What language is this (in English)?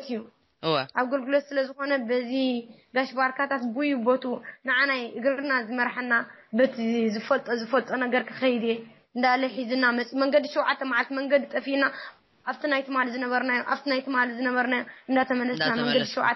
Tigrinya